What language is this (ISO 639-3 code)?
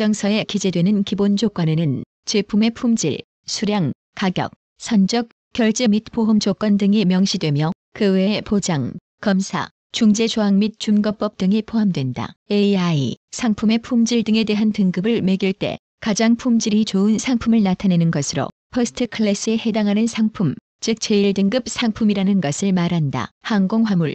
kor